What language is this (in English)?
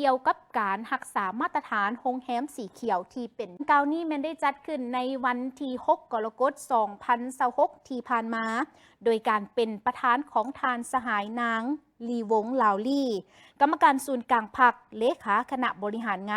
Lao